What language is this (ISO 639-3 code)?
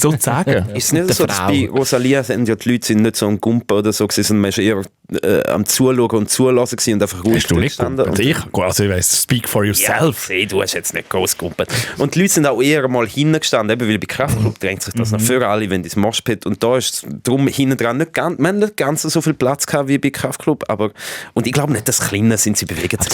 gsw